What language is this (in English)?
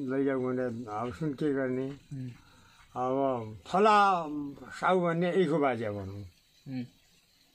Nepali